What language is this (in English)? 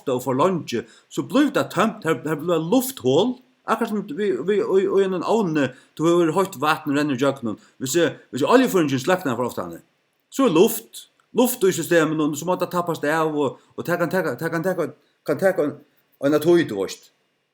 Faroese